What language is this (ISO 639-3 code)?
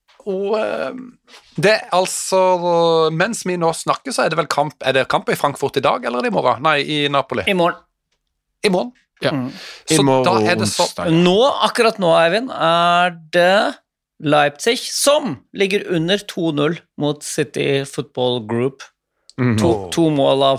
nor